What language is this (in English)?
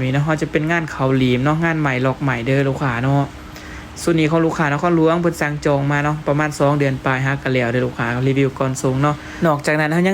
Lao